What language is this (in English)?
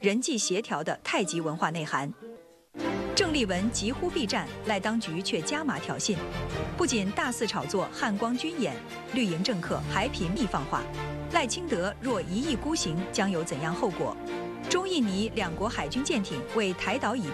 Chinese